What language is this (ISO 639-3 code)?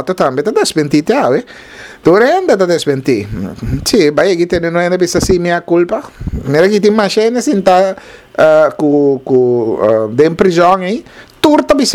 pap